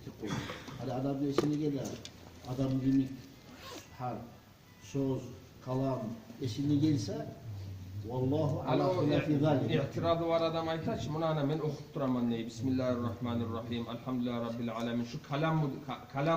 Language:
Kumyk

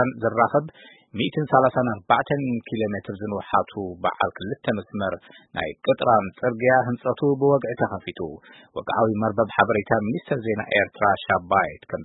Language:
Tigrinya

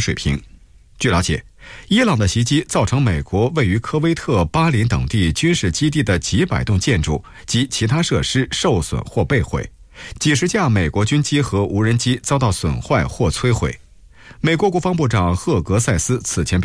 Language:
Chinese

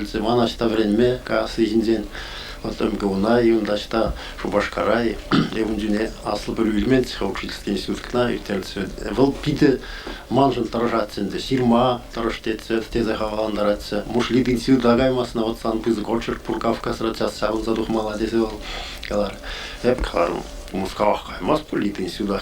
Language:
Chuvash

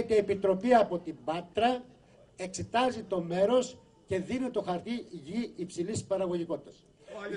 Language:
Greek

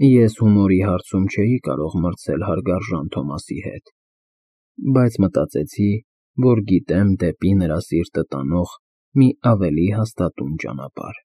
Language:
Armenian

